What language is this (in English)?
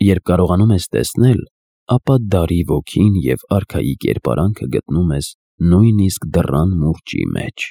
Armenian